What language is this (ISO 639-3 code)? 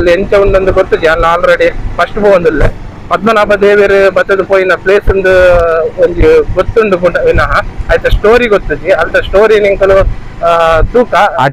tcy